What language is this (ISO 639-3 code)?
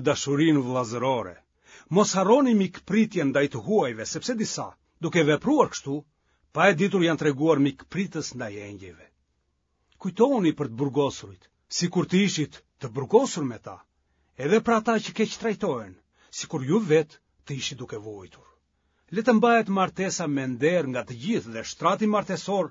sqi